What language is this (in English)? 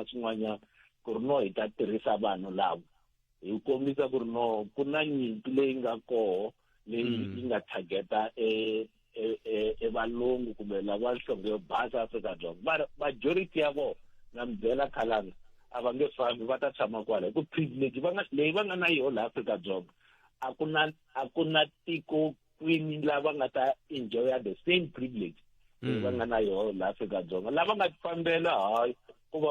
Tsonga